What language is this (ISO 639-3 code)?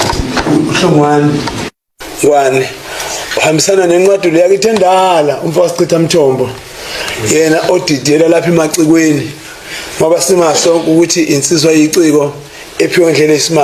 zul